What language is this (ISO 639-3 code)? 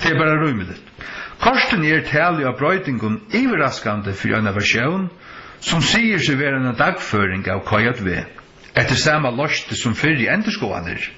fao